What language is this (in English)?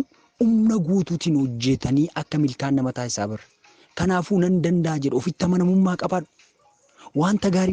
Oromo